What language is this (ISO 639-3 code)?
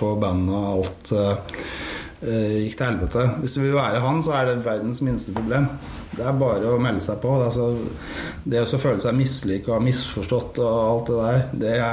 nor